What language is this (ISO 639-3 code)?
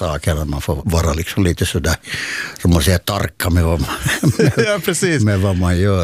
swe